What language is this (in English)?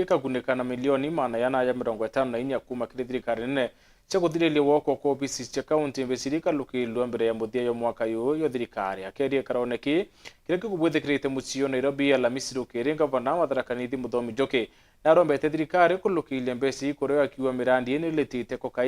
Meru